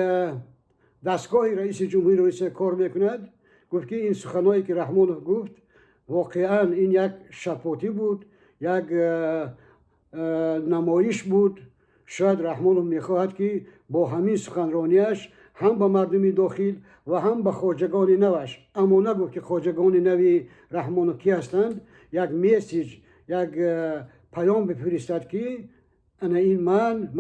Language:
Tajik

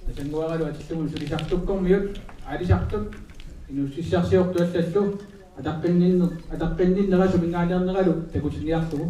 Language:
Kalaallisut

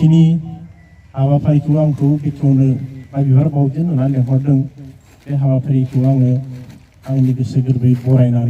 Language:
Bodo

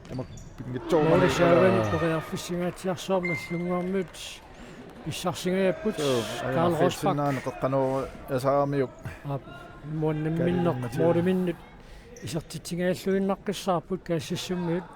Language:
Kalaallisut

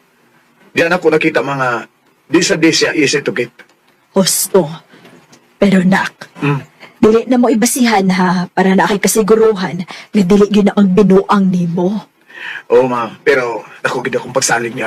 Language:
Cebuano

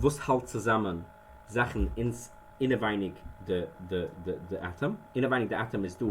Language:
Yiddish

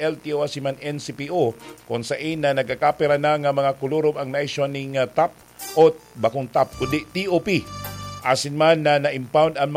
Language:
Bikol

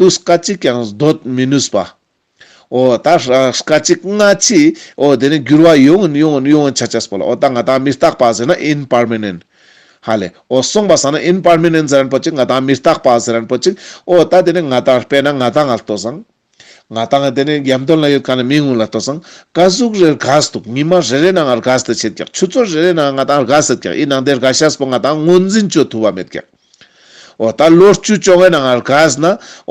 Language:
Ladakhi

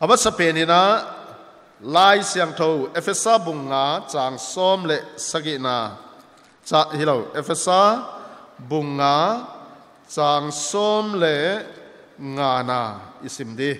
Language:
Paite Chin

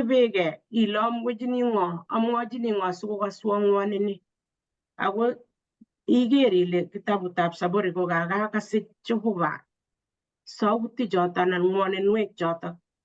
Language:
Kalenjin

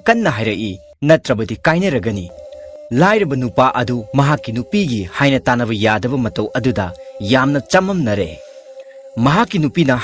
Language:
Manipuri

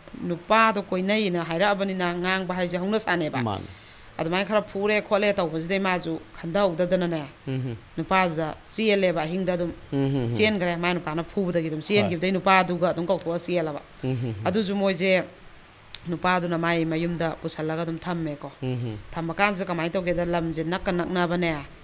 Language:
Manipuri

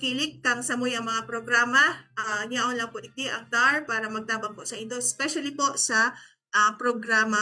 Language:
Bikol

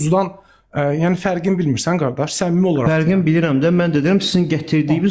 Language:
Azerbaijani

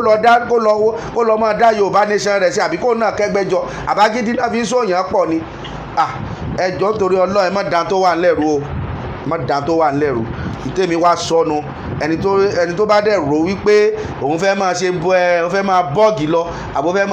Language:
Yoruba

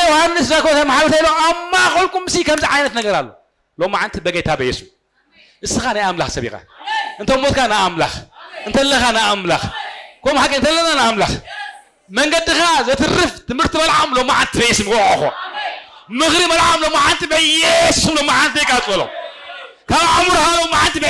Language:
Tigrinya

